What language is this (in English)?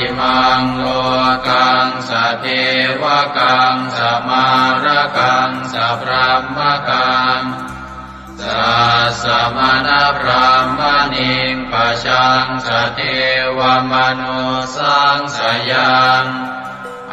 Pali